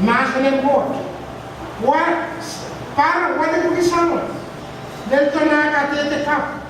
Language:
Pohnpeian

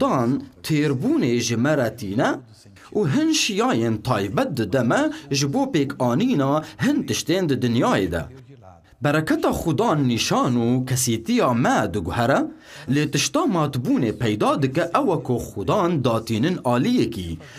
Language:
Kurdish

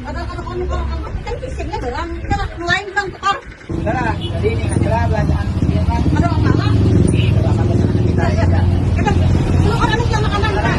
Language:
Banjar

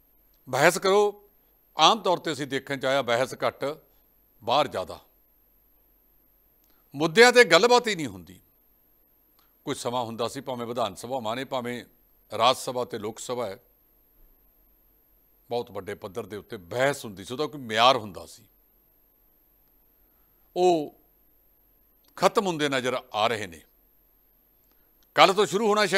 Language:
Punjabi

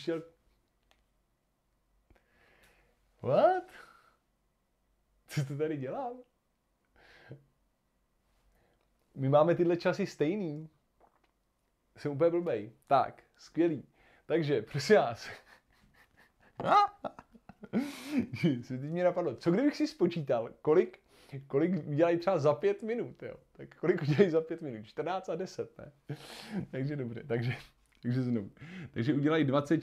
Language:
Czech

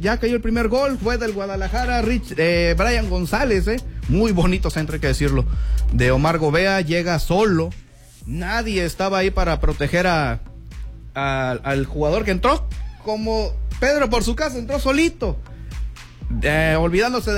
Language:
Spanish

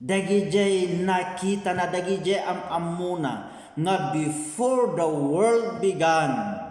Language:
Iloko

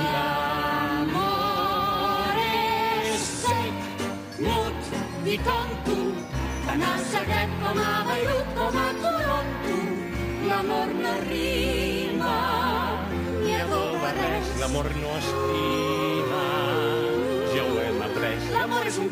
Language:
Catalan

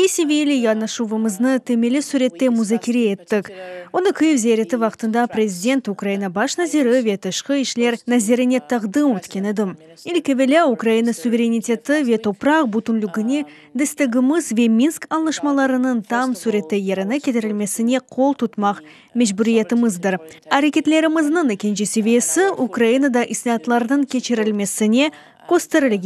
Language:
Crimean Tatar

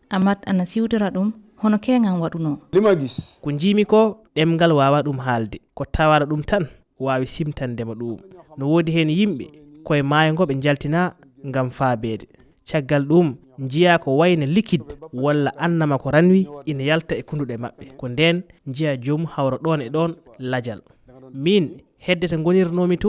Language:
Fula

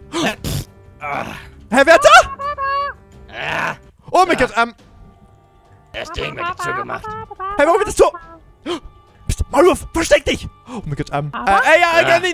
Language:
German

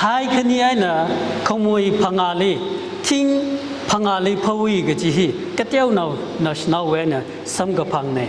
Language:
Tangkhul Naga (India)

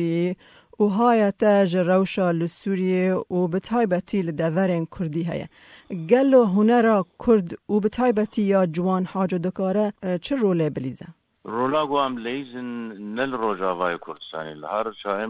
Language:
Kurdish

